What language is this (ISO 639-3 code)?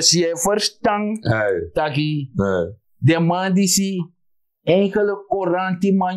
srn